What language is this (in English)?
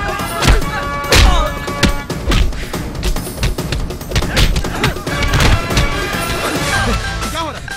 Bhojpuri